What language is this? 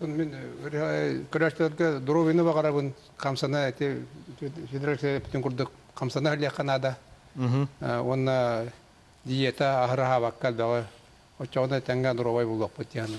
Yakut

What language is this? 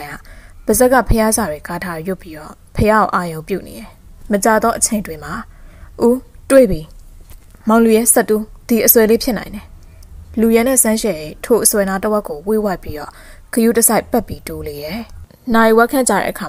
Burmese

